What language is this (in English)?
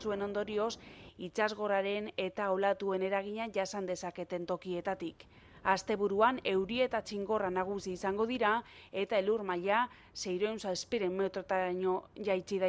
Basque